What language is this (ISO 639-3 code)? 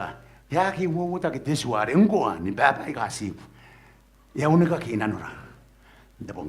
gil